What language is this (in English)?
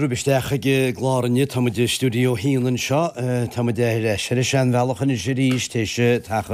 Irish